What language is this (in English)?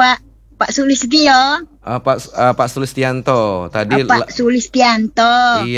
Indonesian